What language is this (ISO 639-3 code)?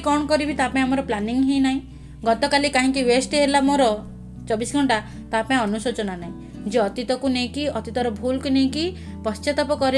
ori